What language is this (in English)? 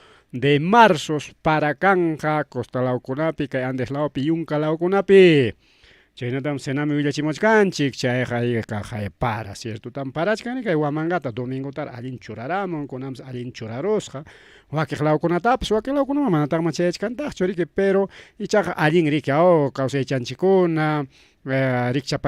Ayacucho Quechua